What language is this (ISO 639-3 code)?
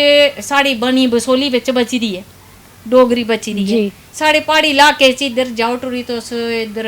doi